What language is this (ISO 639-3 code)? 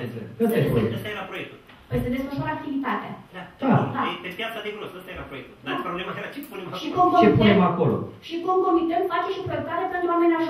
ron